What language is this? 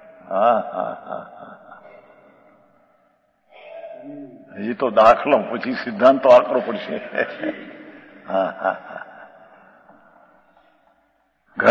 Gujarati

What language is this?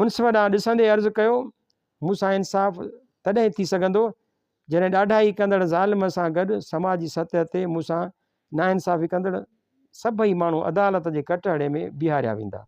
Sindhi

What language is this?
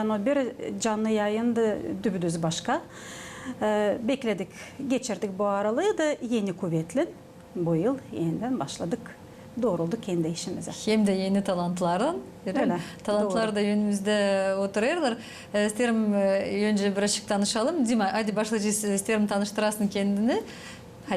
Gagauz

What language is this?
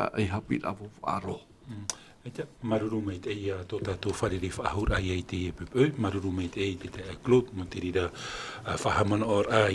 Tahitian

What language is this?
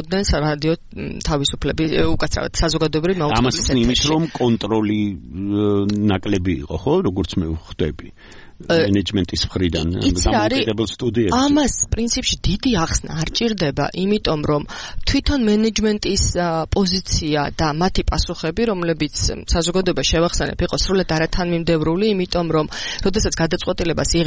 Georgian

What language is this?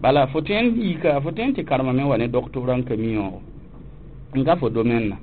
Mossi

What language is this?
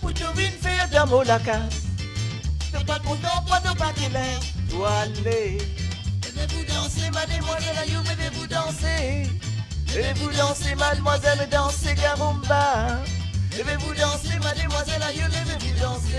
Morisyen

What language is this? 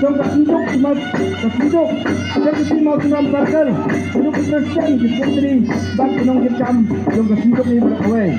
Khasi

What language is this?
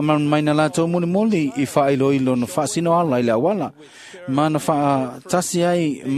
Samoan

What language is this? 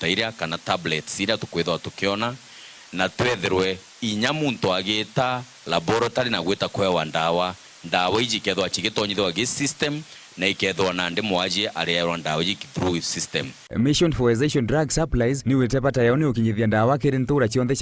Meru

